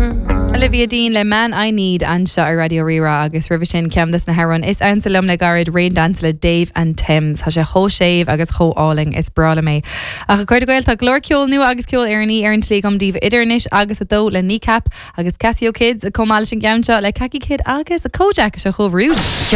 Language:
Irish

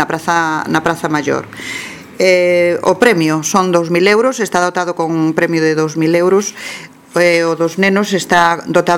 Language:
Galician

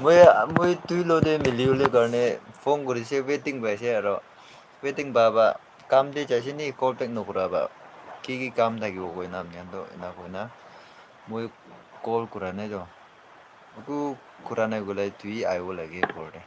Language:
Naga Pidgin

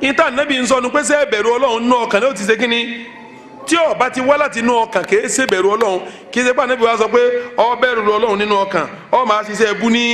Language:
Yoruba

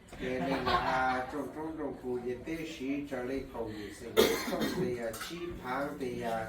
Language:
Hmong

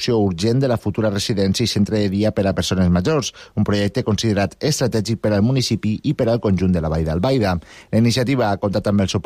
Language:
Catalan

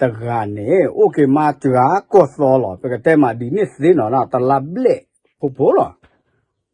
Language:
S'gaw Karen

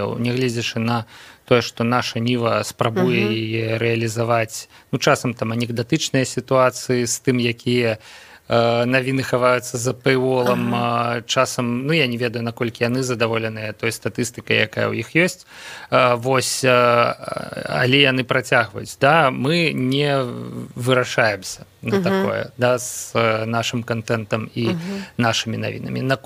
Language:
Belarusian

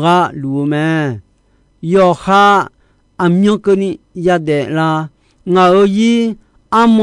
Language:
Akha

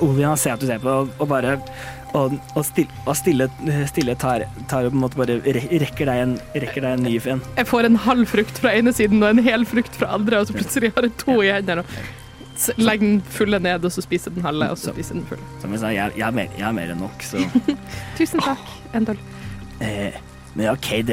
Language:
Norwegian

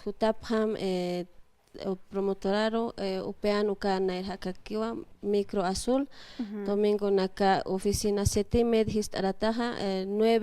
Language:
Aymara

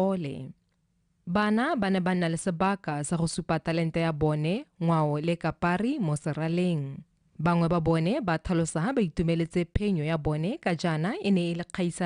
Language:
Tswana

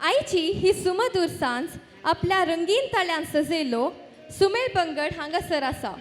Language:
Konkani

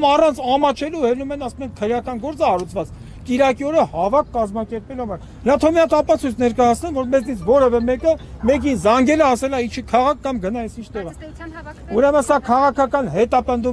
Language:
Armenian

